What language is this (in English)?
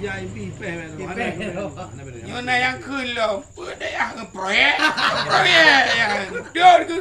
Achinese